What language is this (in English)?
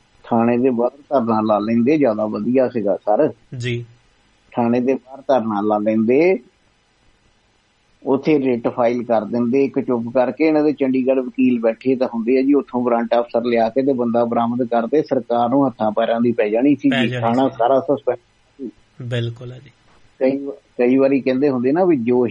Punjabi